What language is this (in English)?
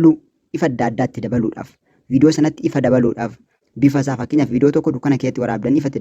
Oromo